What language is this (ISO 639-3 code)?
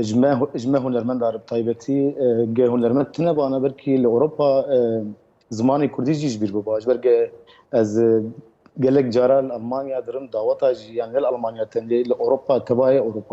kur